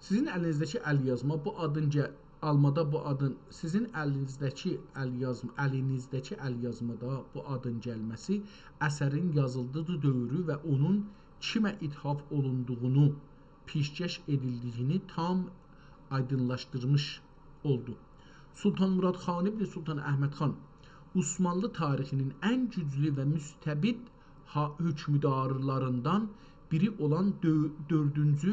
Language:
South Azerbaijani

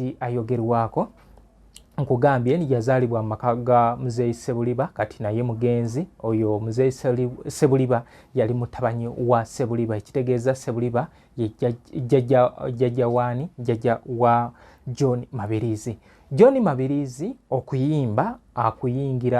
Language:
Ganda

